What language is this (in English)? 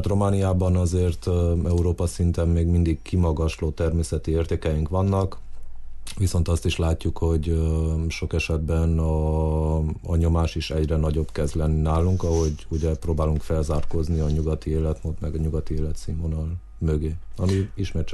Hungarian